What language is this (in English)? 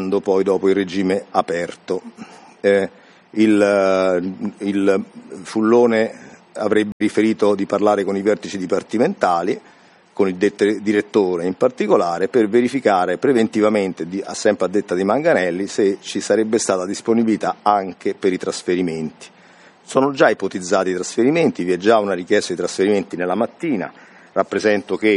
Italian